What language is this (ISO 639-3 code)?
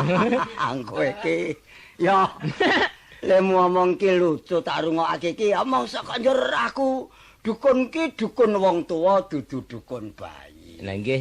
jav